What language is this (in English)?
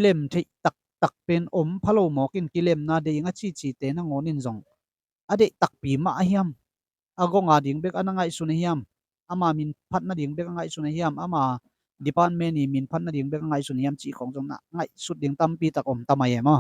Tedim Chin